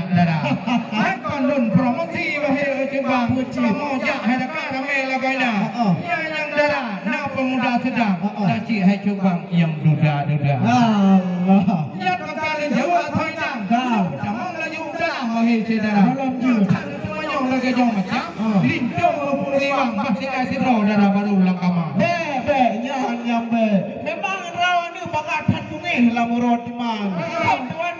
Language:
Achinese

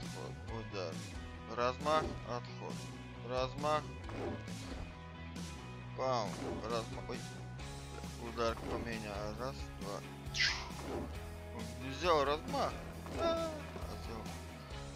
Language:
Russian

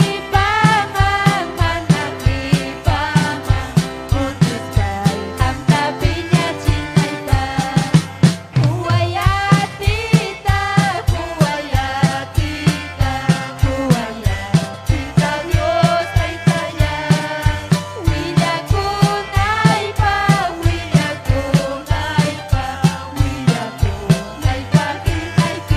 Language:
Ayacucho Quechua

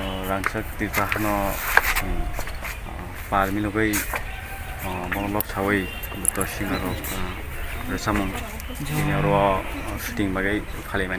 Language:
Kok Borok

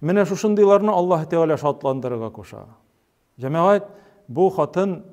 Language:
Tatar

